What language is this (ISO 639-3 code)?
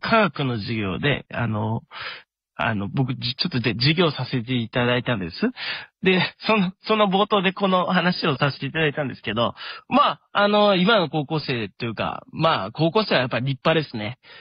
jpn